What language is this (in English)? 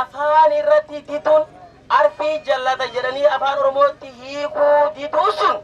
Oromo